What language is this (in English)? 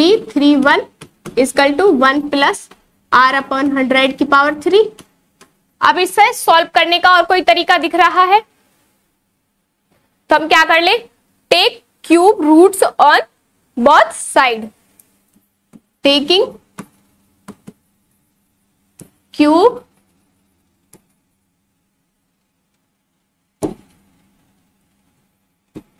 Hindi